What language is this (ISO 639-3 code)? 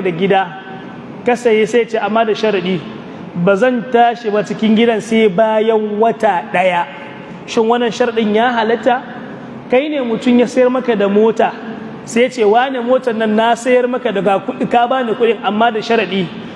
hau